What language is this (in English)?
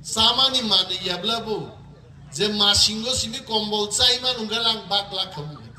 Kok Borok